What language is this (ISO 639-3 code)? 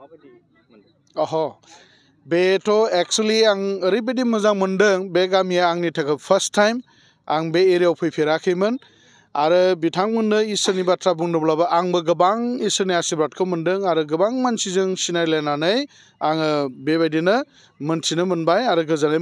brx